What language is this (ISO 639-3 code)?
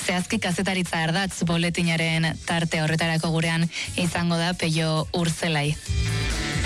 eus